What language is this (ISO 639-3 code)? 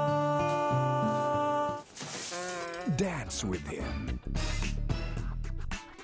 fil